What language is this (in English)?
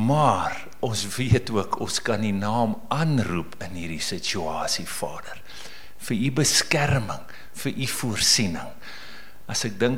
Afrikaans